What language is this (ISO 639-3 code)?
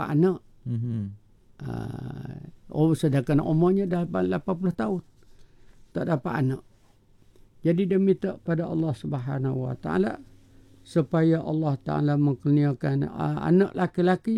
msa